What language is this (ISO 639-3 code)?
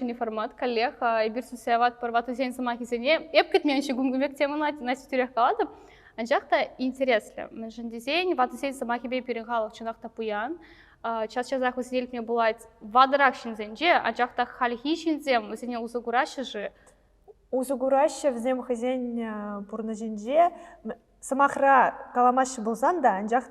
chv